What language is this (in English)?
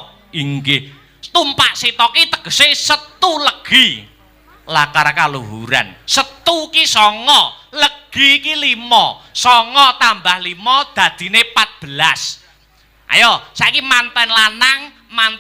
Javanese